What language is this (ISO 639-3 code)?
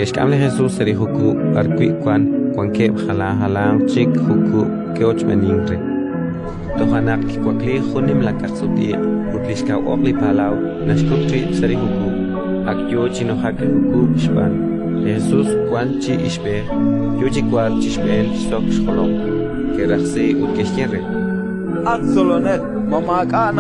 kek